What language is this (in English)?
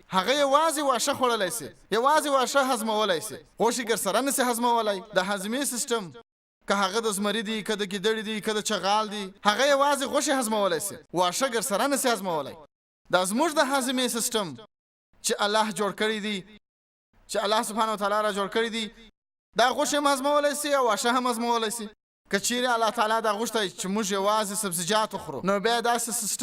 Pashto